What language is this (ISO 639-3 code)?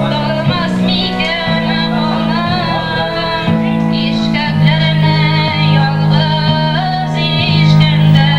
bak